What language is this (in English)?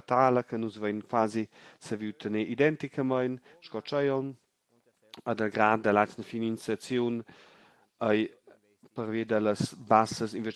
Romansh